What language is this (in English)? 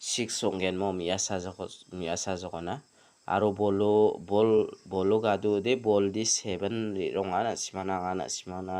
Garo